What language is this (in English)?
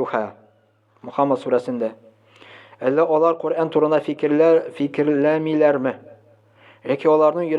Tatar